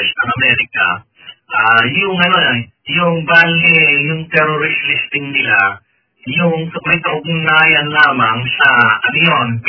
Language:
Filipino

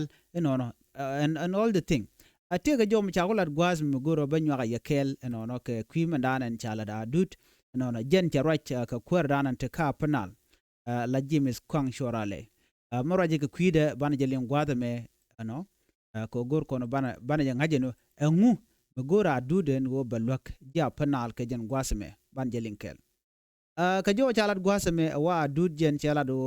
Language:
Nuer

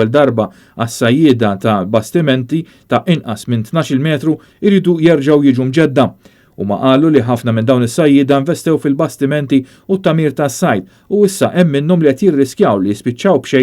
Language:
Maltese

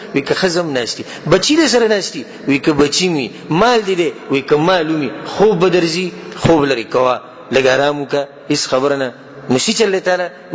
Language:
Pashto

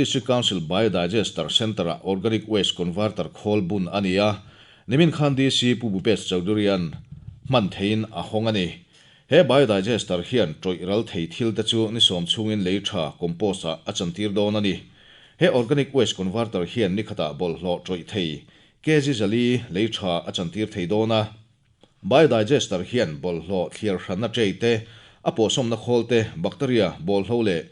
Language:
Mizo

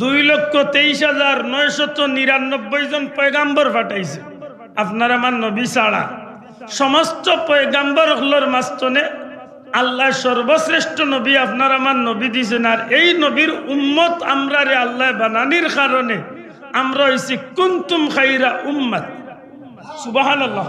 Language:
Sylheti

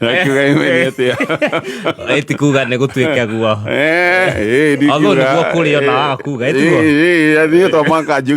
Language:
Kikuyu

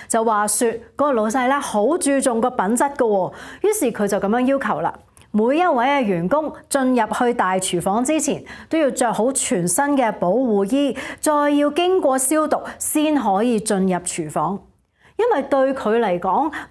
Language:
Cantonese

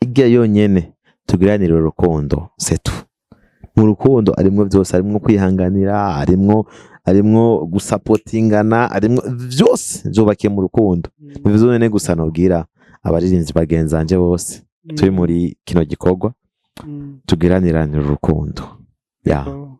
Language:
Rundi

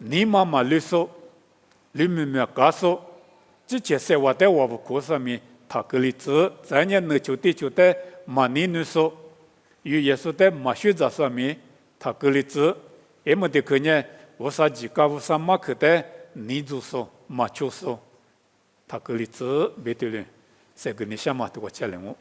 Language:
Lisu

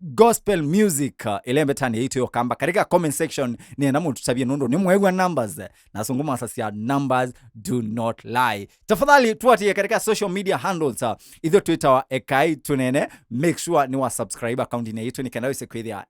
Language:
Kamba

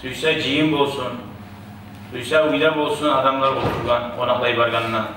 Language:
Kumyk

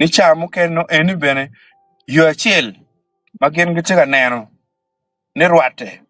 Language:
Acoli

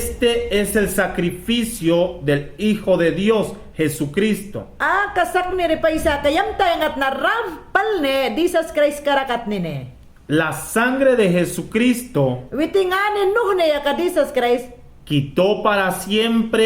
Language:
Mayangna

